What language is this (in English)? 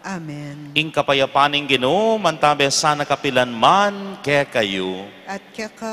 Pampanga